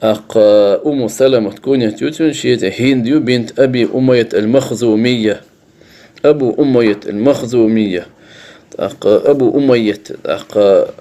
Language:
Chechen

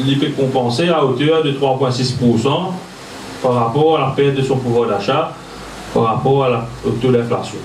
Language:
Morisyen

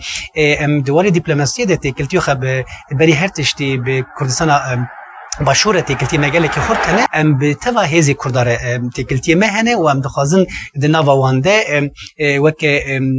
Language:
Kurdish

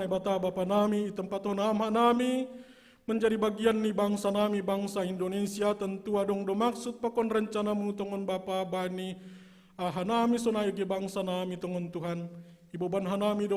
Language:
Batak Simalungun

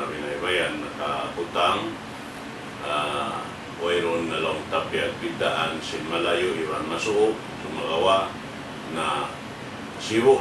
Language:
Tausug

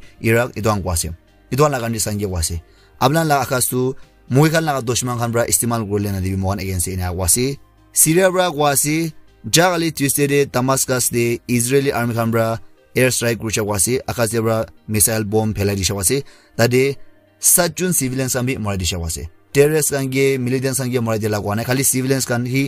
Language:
Naga Pidgin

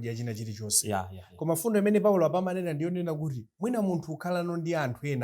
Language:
Nyanja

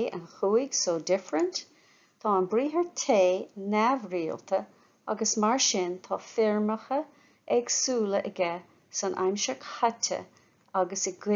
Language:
Irish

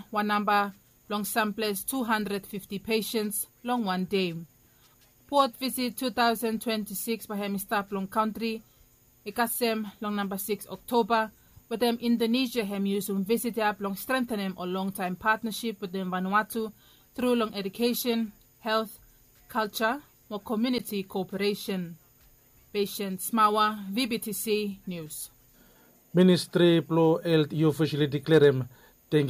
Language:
Bislama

